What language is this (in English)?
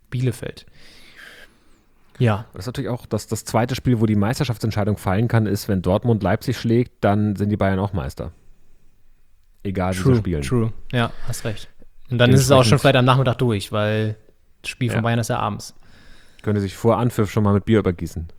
German